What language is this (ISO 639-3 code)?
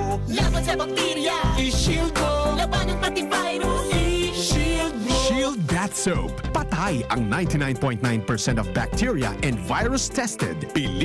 bik